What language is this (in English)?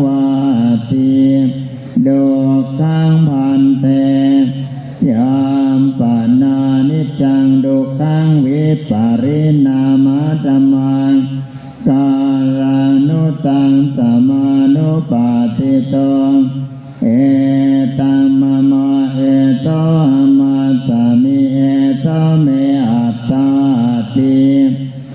Pali